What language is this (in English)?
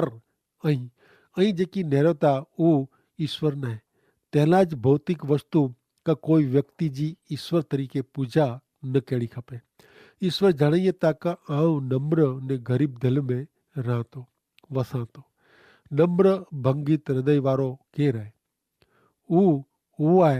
Kachhi